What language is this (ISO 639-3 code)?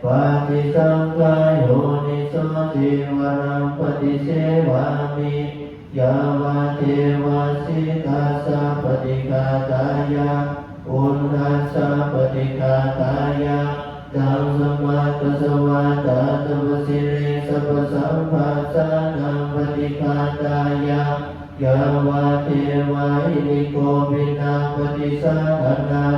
pli